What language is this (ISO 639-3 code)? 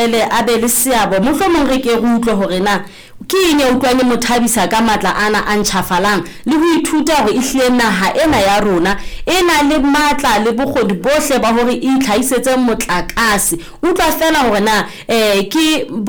sot